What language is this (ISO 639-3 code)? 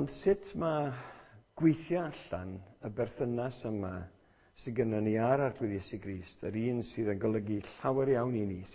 cym